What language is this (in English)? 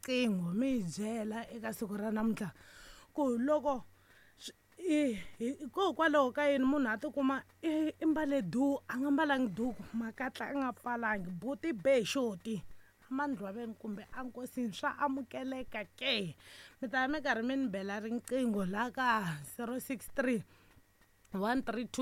Tsonga